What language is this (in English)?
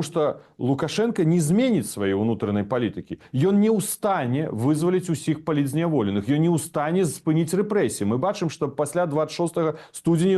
Belarusian